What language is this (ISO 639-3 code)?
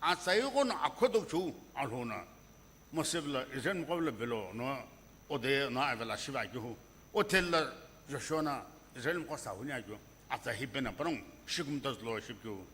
nsm